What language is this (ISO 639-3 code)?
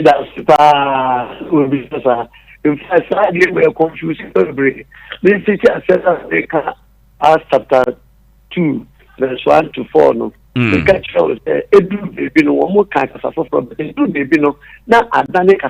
aka